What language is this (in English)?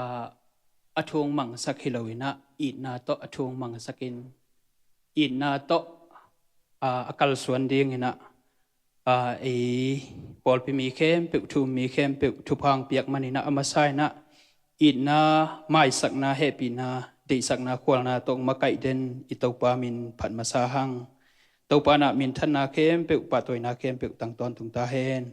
Tedim Chin